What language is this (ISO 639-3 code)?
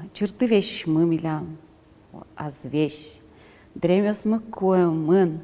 udm